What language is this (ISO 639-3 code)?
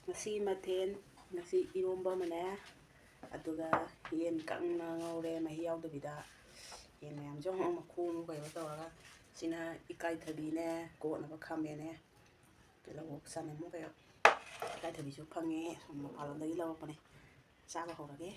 mni